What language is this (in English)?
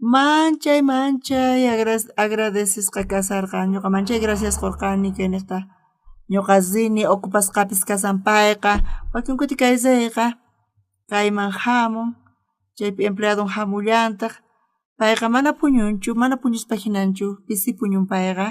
South Bolivian Quechua